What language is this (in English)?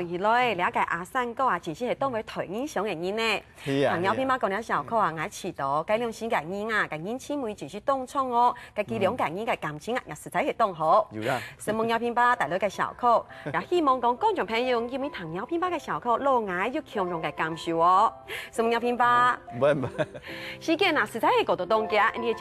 Hakka Chinese